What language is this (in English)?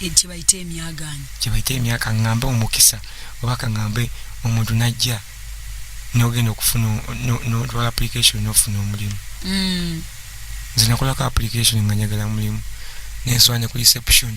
Ganda